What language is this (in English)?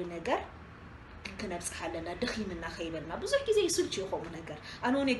Tigrinya